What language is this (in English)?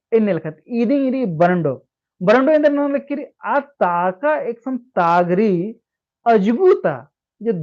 Kurukh